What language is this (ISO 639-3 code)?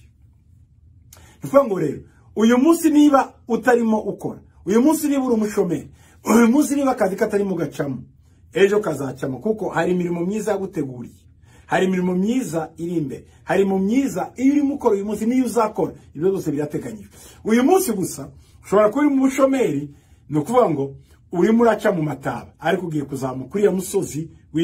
kin